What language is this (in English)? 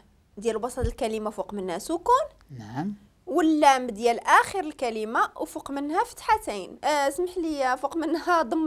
Moroccan Arabic